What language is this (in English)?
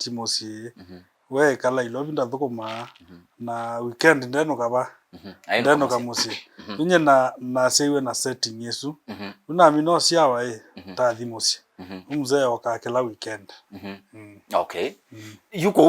Kamba